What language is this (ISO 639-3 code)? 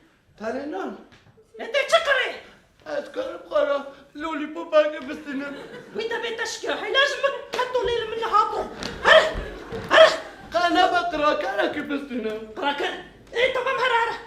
kur